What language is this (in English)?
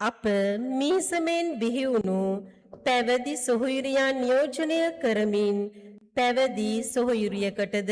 Sinhala